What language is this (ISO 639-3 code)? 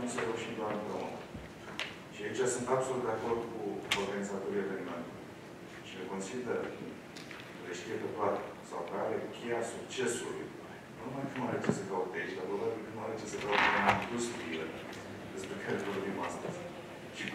ron